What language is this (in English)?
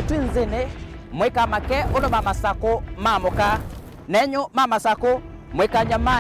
Kamba